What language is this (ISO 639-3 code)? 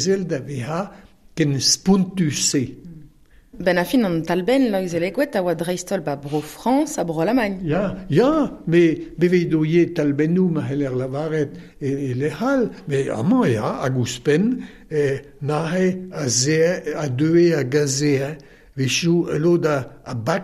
bre